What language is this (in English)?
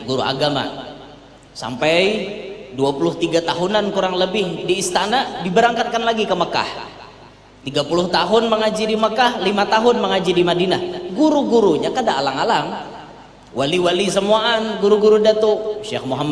Banjar